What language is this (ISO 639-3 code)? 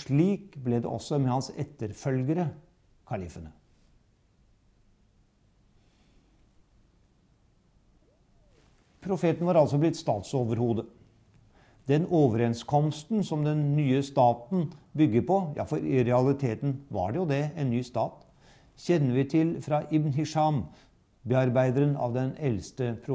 nor